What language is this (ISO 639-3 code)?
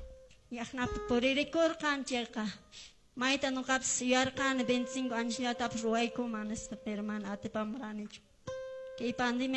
que